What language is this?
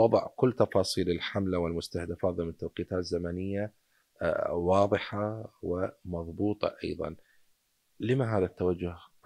Mesopotamian Arabic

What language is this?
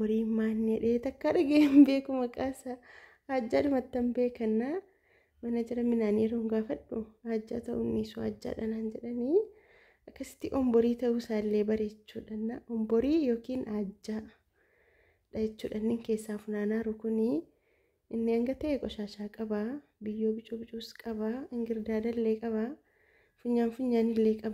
Oromo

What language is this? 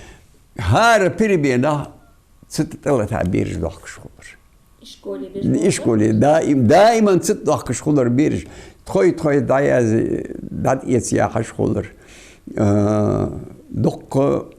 Ingush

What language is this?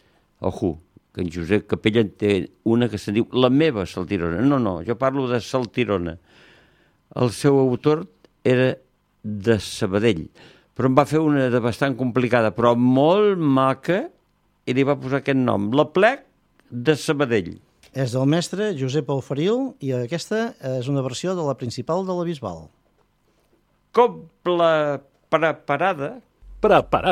Catalan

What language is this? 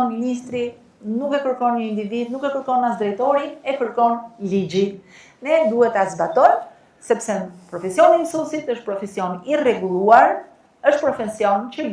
Albanian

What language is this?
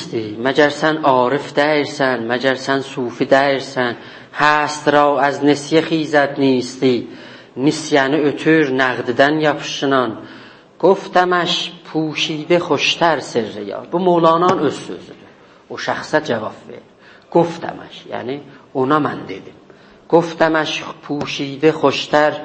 South Azerbaijani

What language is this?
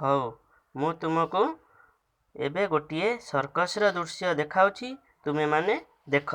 Odia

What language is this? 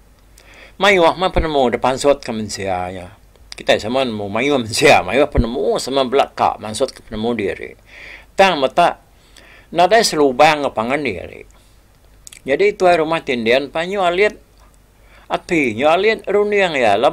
Iban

